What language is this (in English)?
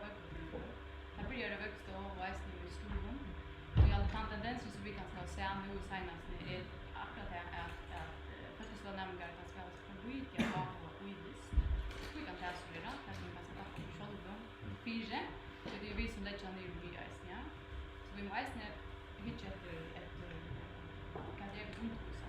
Faroese